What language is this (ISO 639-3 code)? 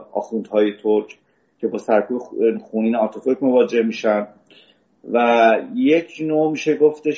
fas